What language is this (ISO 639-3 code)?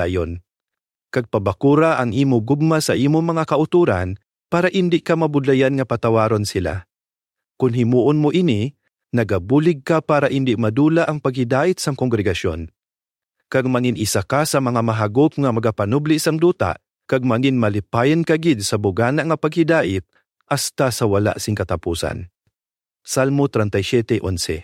hil